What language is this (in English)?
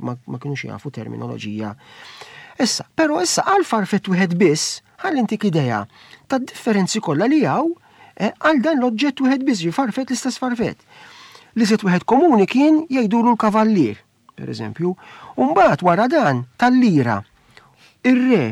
Maltese